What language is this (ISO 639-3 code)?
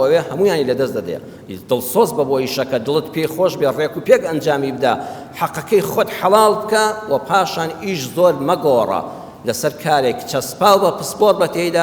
ckb